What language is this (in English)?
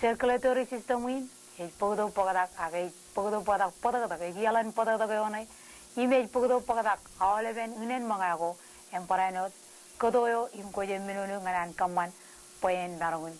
Marshallese